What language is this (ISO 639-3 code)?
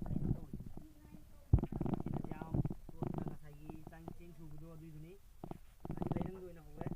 mni